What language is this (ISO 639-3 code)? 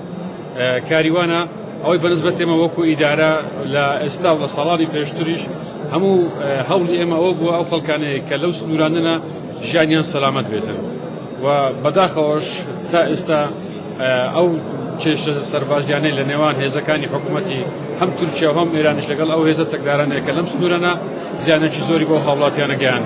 ckb